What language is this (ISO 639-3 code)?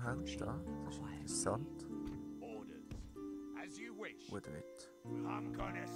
gsw